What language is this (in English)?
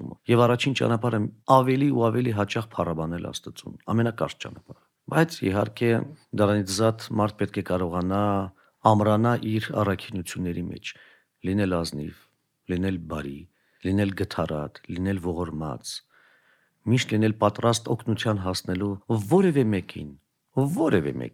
Armenian